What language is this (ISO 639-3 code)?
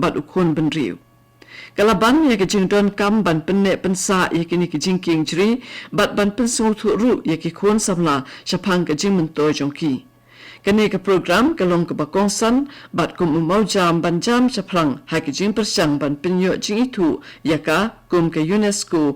kha